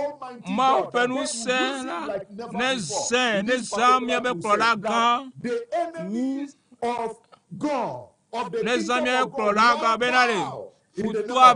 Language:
Ewe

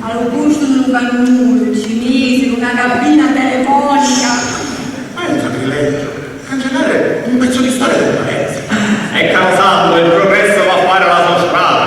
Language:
Sicilian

